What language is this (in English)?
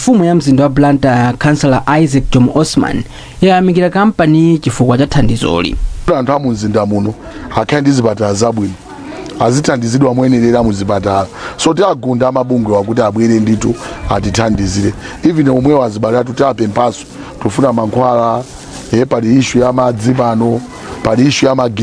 Nyanja